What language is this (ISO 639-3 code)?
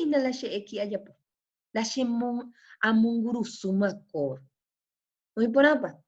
grn